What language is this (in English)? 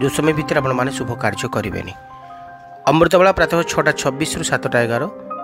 Odia